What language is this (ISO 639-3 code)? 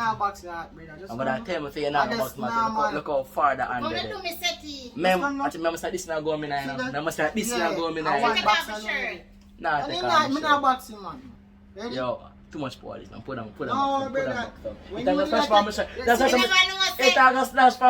jam